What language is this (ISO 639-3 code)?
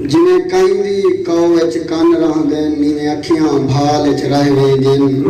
skr